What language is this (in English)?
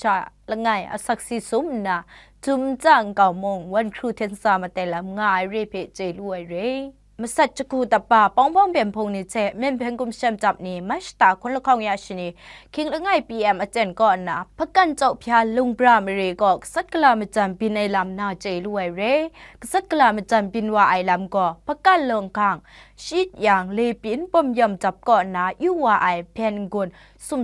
Kachin